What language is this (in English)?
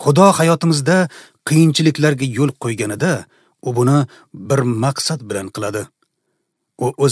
Uzbek